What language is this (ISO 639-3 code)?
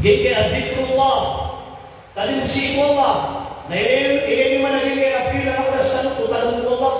mrw